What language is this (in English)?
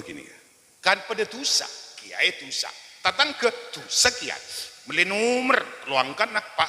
Madurese